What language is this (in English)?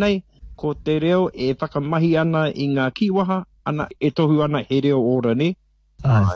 Māori